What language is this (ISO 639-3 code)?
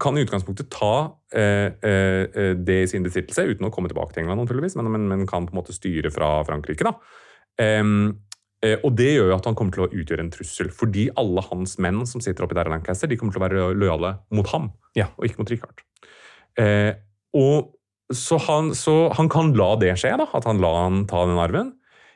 nor